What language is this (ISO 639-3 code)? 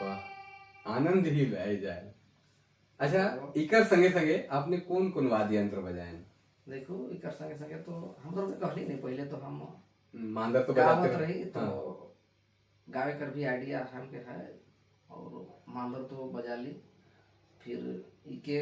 sck